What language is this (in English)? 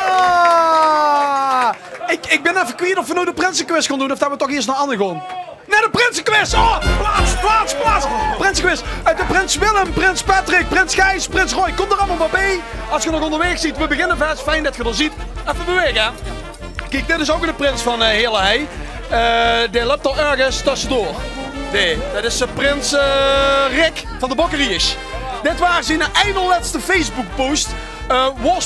Limburgish